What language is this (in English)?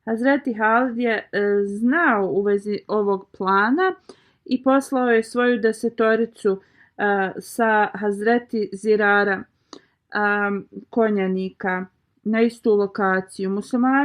Bosnian